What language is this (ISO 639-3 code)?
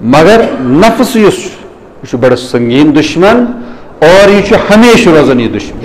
kas